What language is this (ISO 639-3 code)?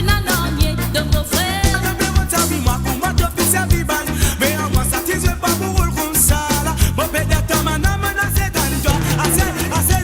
mfe